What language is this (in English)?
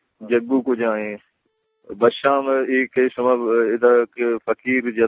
Eastern Balochi